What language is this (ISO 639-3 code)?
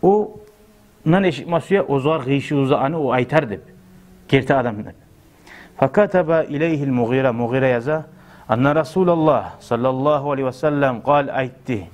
kum